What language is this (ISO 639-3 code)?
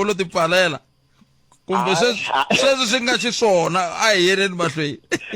tso